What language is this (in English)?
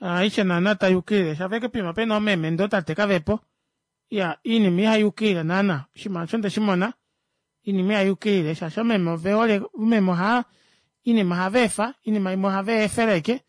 Kuanyama